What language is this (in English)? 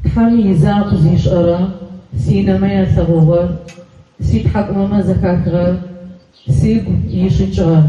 Adyghe